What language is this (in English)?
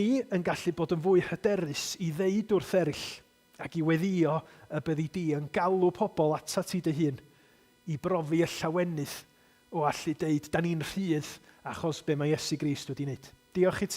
Welsh